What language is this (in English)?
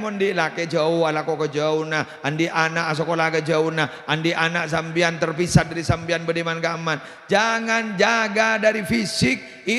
Madurese